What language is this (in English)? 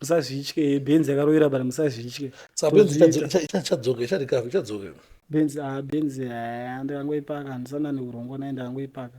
Shona